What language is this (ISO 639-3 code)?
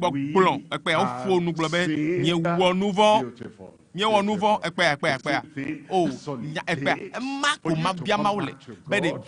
ewe